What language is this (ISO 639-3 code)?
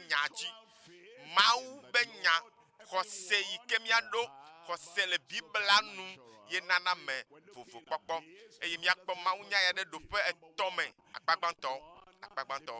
ewe